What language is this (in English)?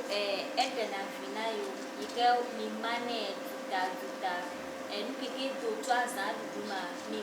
Ewe